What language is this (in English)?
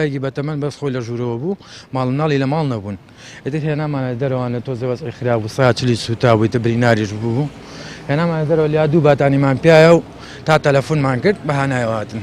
Central Kurdish